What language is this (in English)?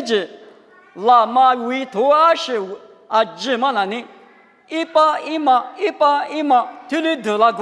Lisu